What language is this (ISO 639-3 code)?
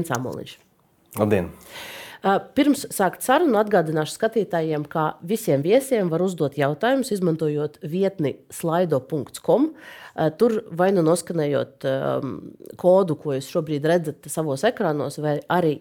lav